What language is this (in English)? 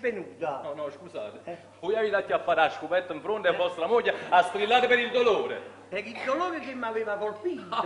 Neapolitan